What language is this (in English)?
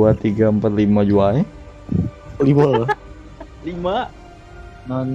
Banjar